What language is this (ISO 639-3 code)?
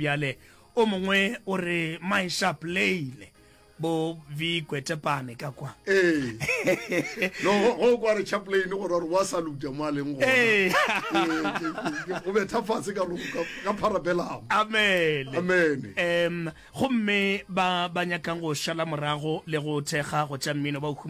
nso